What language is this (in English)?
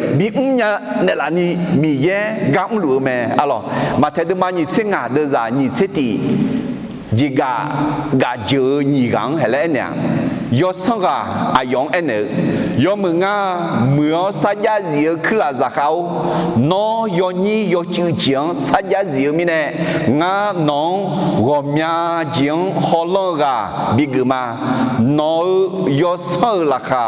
Akha